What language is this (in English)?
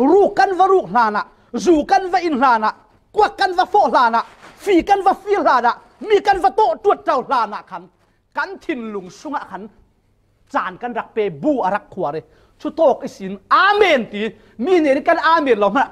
Falam Chin